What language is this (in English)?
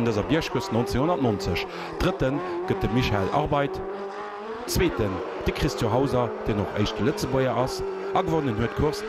Luxembourgish